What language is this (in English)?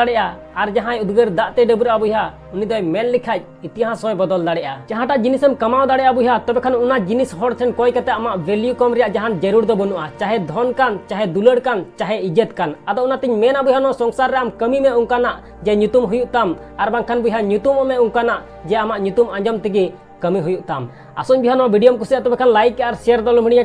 Santali